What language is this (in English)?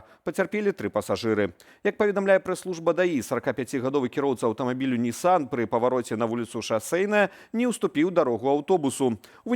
Belarusian